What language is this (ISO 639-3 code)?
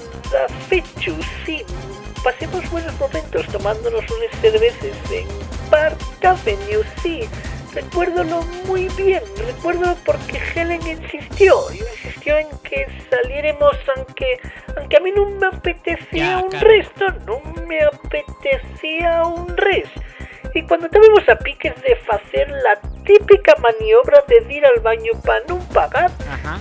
ast